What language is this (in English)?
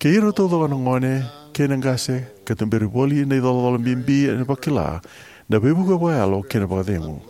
Fijian